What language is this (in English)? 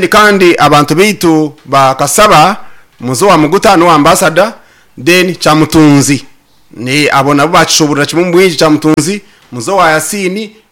Nyankole